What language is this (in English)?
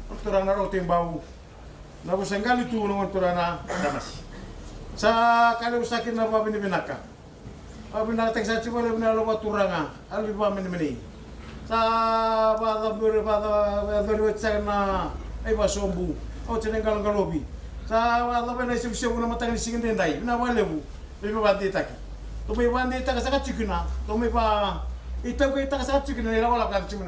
Fijian